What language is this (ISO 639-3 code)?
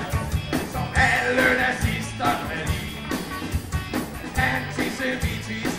dan